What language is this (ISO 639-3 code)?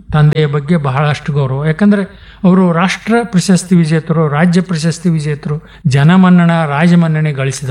kan